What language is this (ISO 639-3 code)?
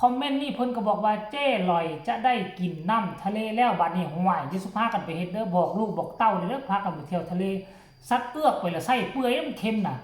tts